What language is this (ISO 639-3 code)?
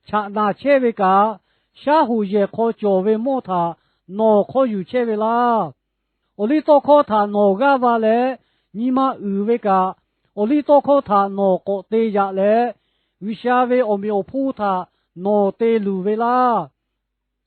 lhu